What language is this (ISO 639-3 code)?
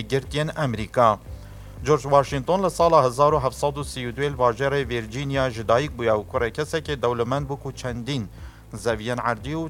kur